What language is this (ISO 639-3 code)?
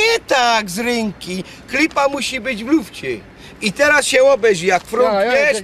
szl